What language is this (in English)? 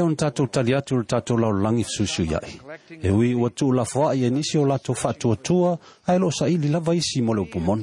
Samoan